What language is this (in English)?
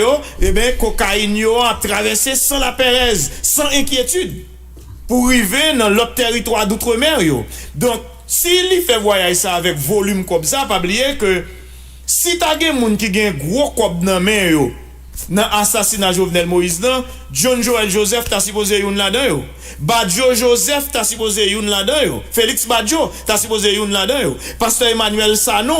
Haitian Creole